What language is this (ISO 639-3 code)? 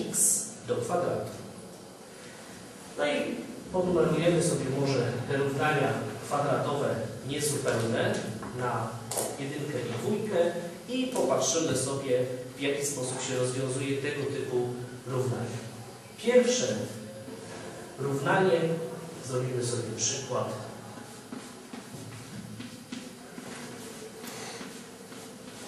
pol